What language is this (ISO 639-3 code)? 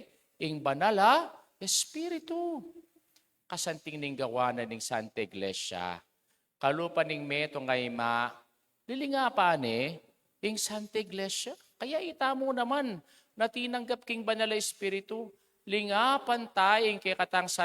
pam